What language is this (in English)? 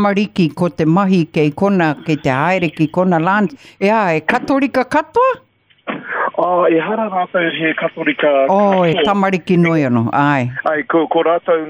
Māori